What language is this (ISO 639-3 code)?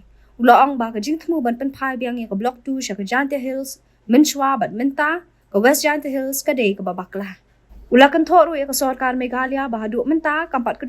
kha